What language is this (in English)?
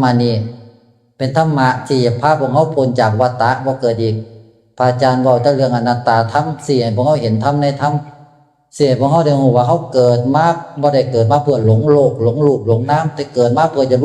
Northeastern Thai